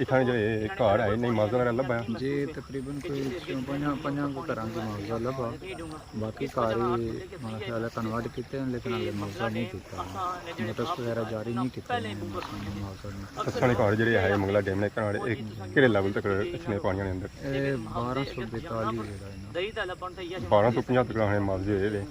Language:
Pahari-Potwari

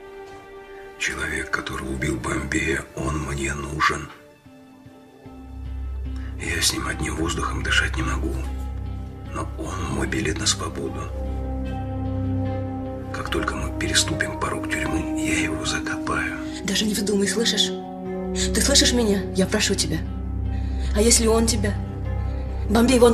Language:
Russian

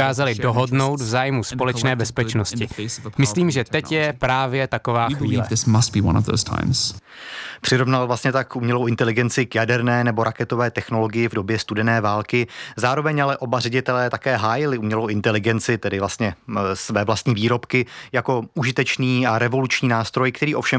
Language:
Czech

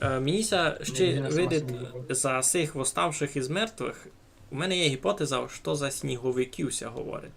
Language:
Rusyn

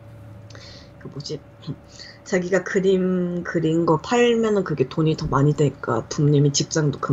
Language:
Korean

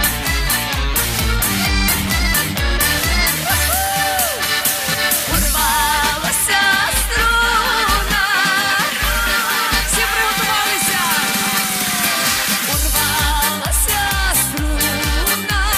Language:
Ukrainian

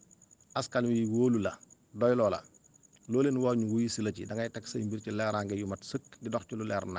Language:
Wolof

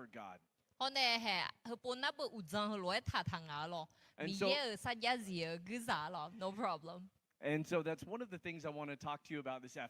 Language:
Akha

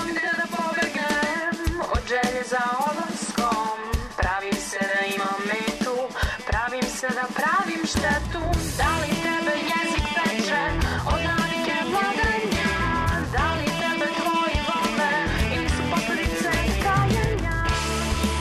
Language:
Serbian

